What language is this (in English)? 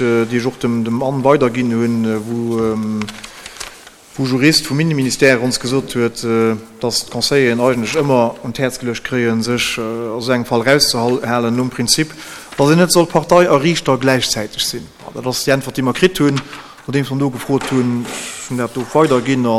Luxembourgish